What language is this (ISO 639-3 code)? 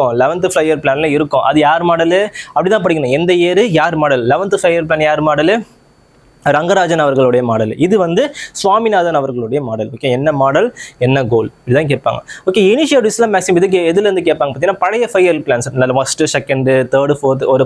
tam